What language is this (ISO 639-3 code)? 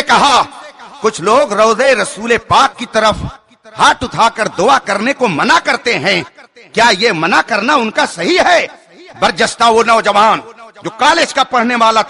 urd